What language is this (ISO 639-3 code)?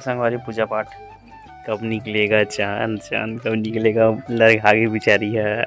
hne